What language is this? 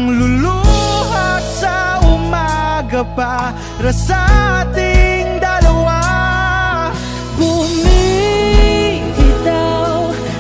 Filipino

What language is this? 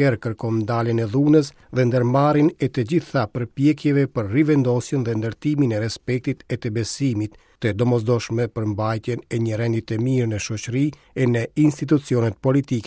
Albanian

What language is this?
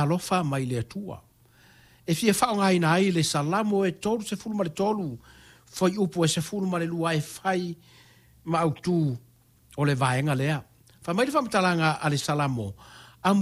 Samoan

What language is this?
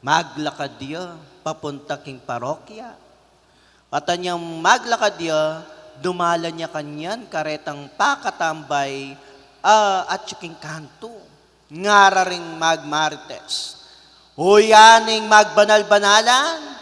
Pampanga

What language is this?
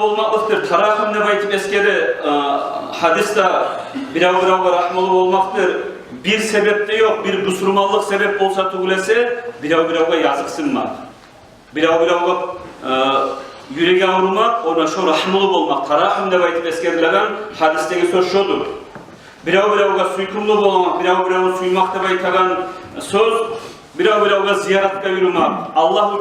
Kumyk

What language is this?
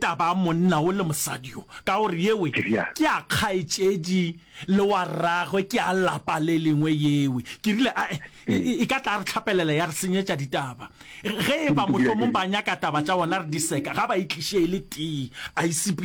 Northern Sotho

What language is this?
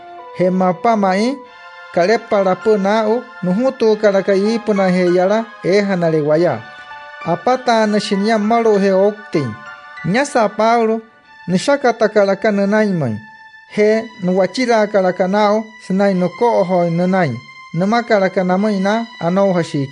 Wayuu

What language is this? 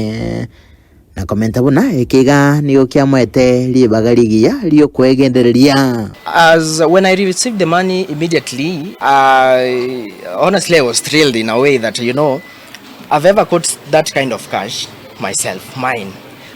Gusii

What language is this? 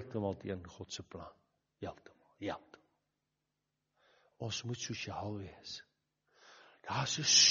Afrikaans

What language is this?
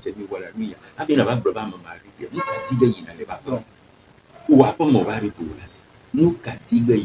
Ewe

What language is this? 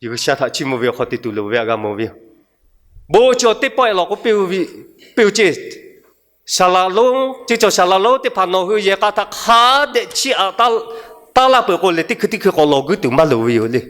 Lahu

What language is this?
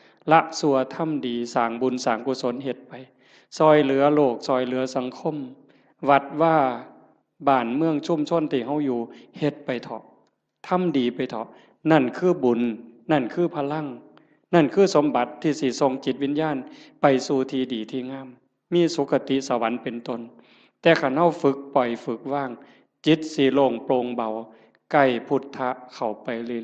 Northeastern Thai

